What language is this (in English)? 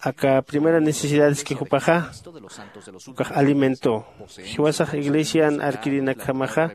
Aymara